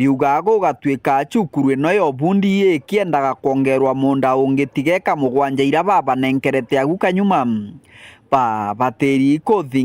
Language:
Meru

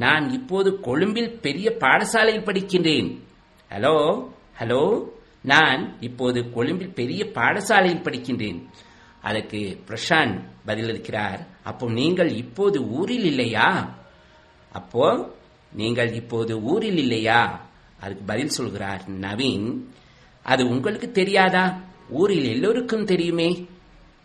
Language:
Tamil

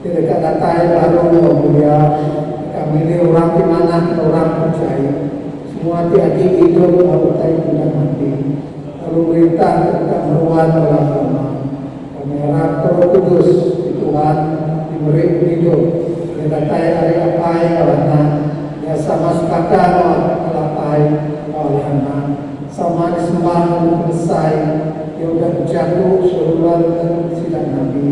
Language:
Iban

